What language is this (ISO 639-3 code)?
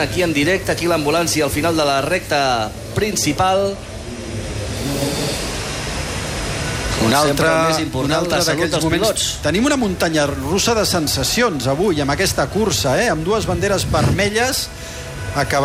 cat